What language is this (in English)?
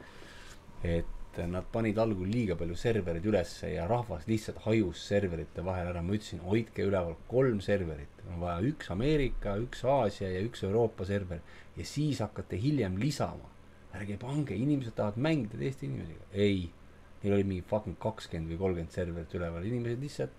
Estonian